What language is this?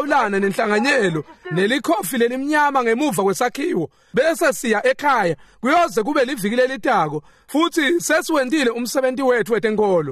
Swati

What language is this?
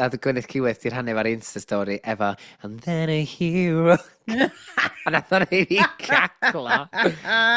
Welsh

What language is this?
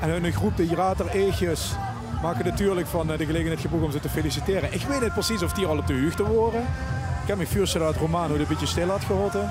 Limburgish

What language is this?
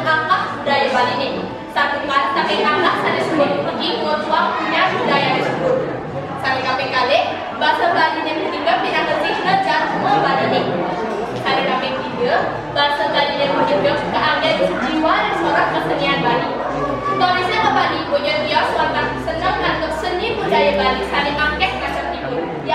Balinese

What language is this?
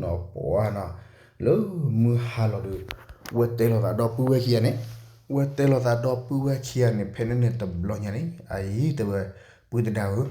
S'gaw Karen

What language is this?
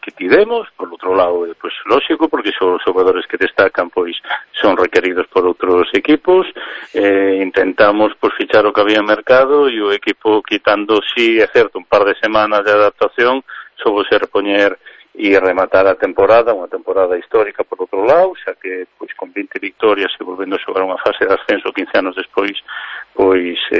Galician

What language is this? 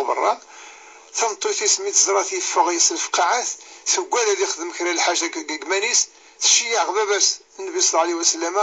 Kabyle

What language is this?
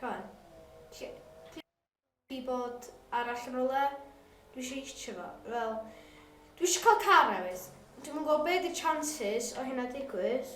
Welsh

